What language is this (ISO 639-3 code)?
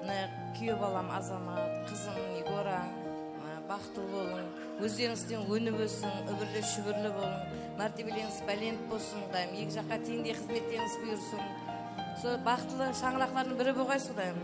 kaa